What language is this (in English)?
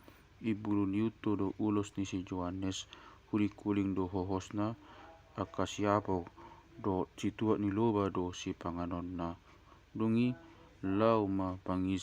Batak Toba